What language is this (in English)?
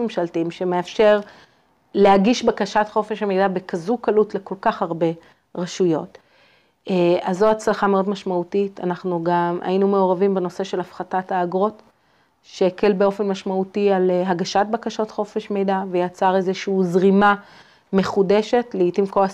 Hebrew